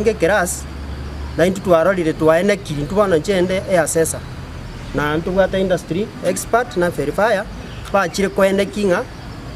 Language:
Gusii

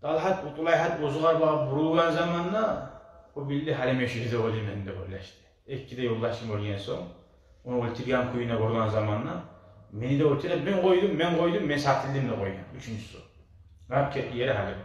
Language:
Kumyk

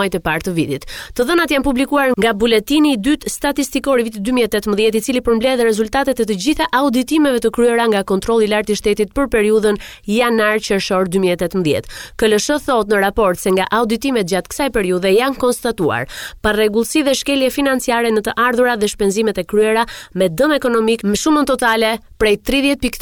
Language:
Albanian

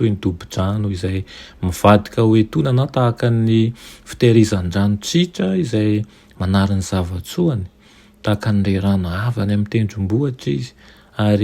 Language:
Malagasy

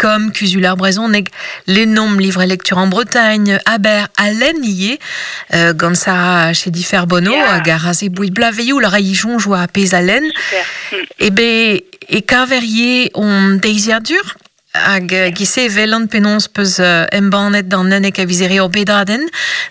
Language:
Breton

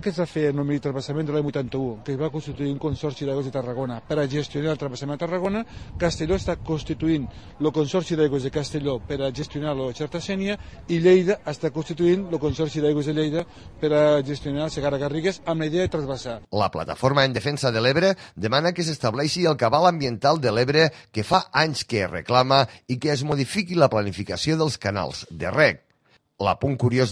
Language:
Catalan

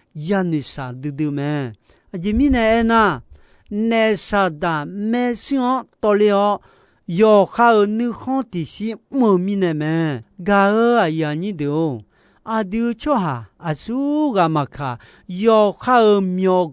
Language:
Akha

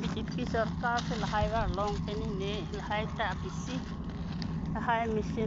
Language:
Karbi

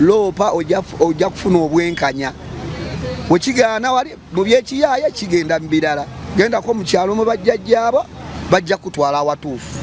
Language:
Ganda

